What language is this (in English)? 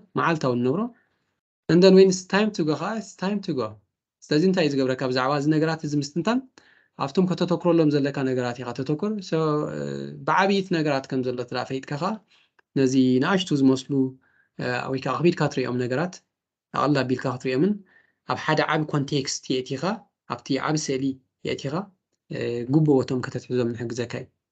Tigrinya